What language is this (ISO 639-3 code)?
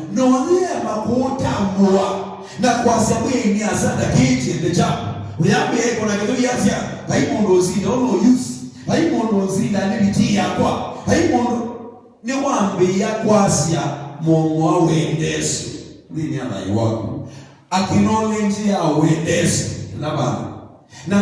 kam